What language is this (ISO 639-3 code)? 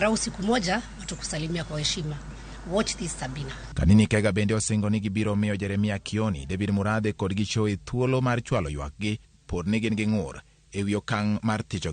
luo